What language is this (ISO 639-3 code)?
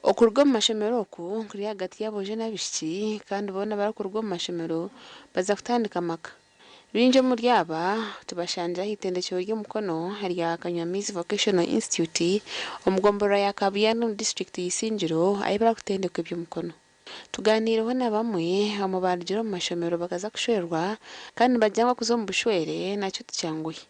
nyn